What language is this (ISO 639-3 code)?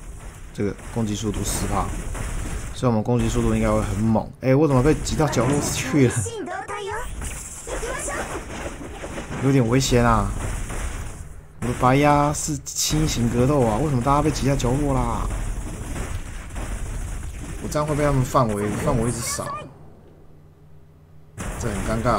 zho